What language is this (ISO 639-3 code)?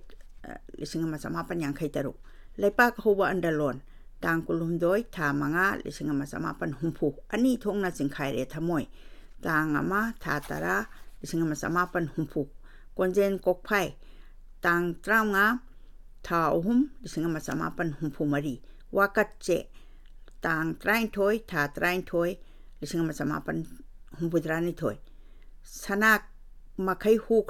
mni